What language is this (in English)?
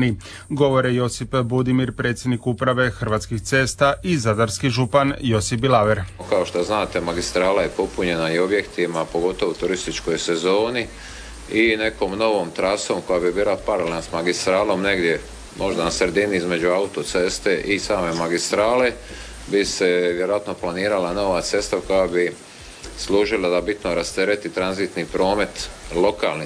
Croatian